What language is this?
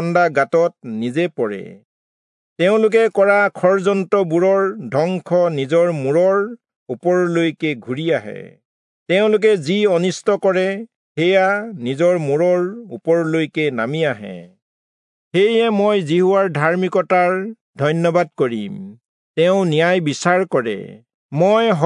Assamese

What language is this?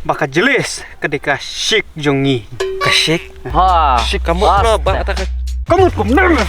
Khasi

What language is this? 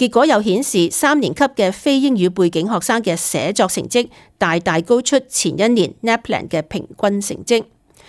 Cantonese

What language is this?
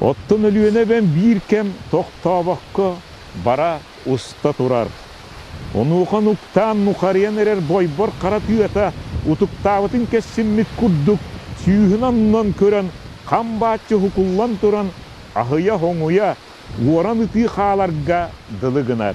Yakut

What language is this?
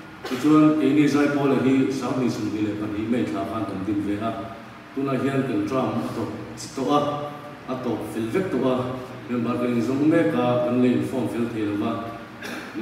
Mizo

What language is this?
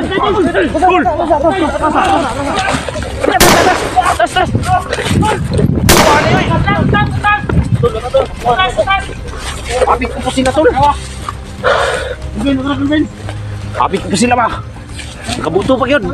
Filipino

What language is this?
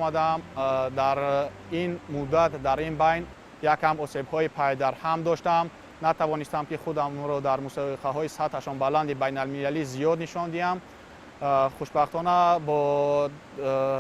Tajik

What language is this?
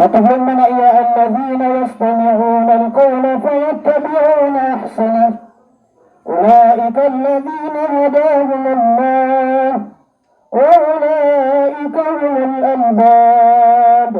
Maranao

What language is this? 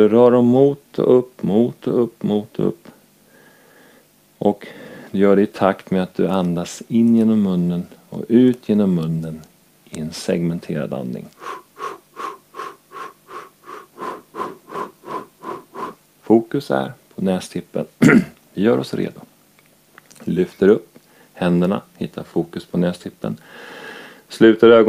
Swedish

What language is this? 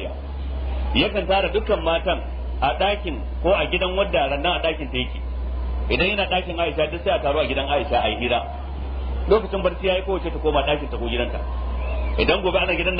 Hausa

